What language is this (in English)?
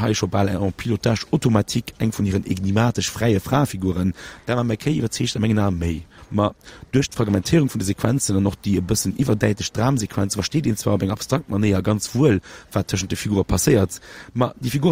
Luxembourgish